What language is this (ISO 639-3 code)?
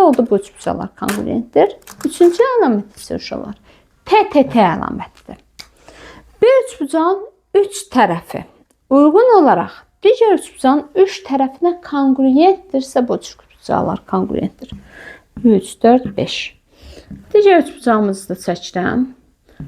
aze